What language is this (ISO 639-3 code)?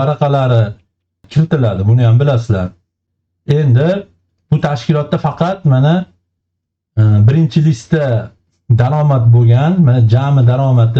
uzb